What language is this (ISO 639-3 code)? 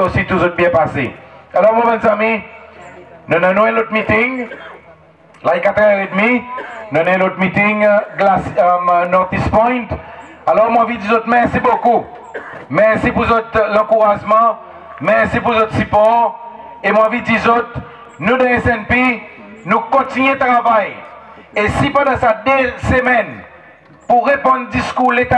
crs